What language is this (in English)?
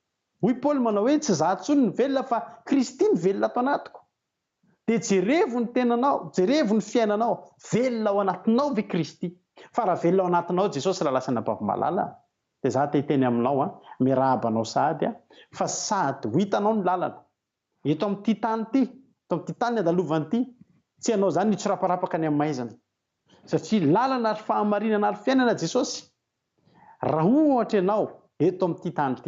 Malagasy